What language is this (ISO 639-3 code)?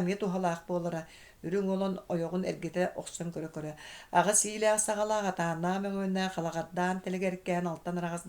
sah